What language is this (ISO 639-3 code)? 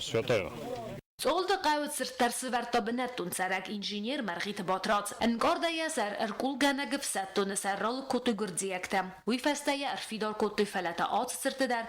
oss